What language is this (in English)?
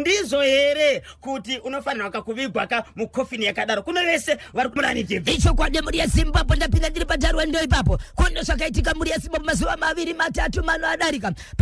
Shona